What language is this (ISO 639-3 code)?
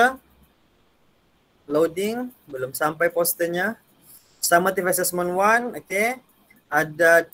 msa